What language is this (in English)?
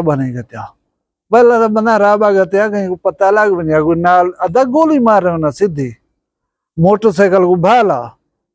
Saraiki